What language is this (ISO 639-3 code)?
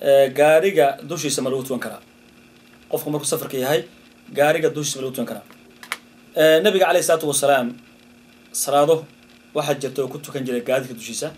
som